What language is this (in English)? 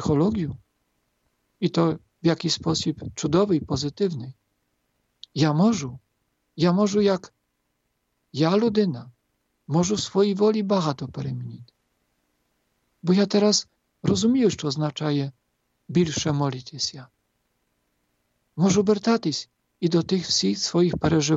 Ukrainian